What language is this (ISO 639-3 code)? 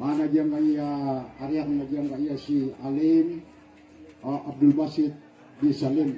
mrw